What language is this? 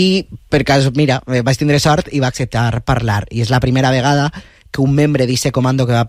Catalan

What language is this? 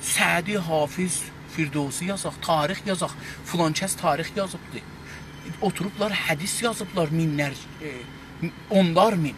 South Azerbaijani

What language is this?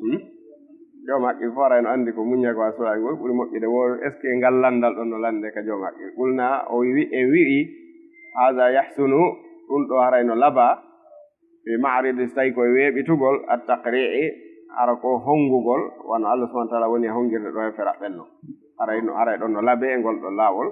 Fula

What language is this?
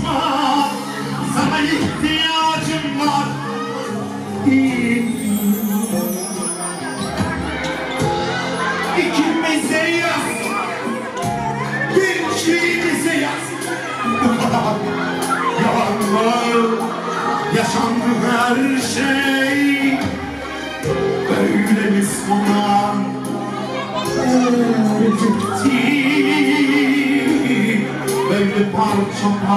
Turkish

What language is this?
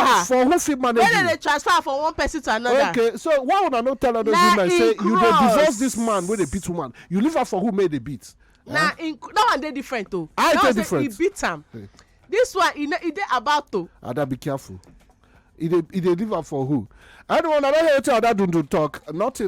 Nigerian Pidgin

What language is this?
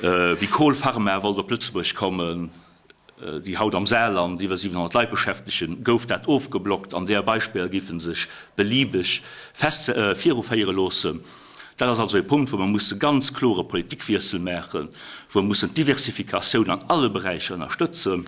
Luxembourgish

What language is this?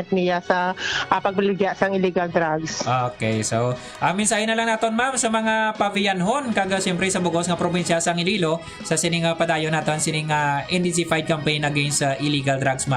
Hiligaynon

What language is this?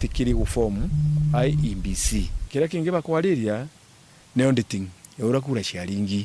Meru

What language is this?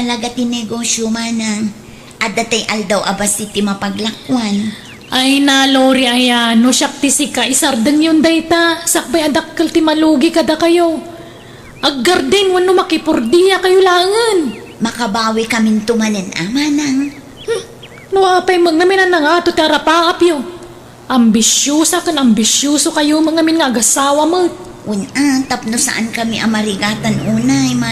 Iloko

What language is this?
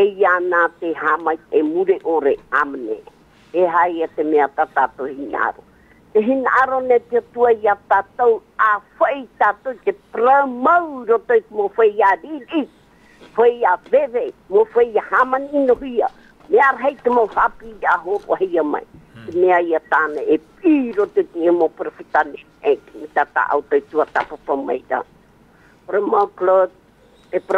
Tahitian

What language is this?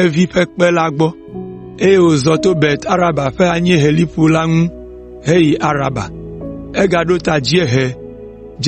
Ewe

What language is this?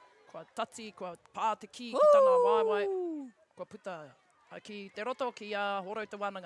Māori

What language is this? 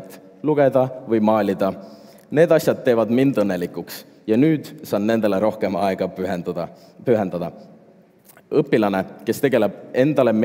Estonian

